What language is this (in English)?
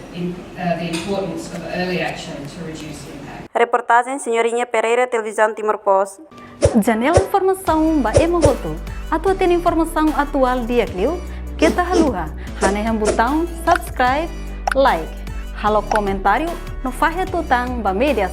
Tetum